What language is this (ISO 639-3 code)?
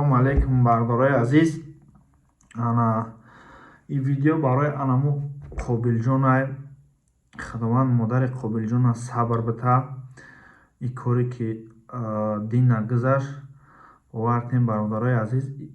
tgk